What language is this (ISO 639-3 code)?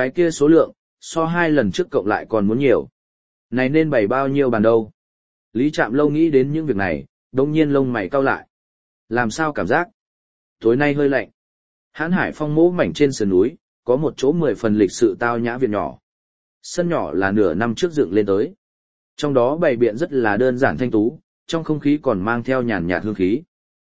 vie